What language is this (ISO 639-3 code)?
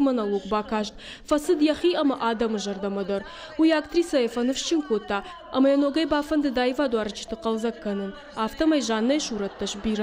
oss